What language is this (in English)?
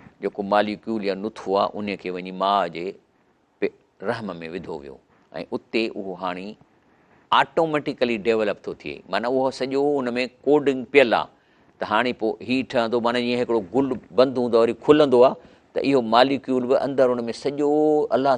Sindhi